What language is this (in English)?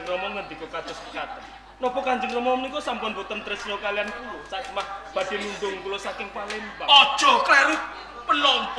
Javanese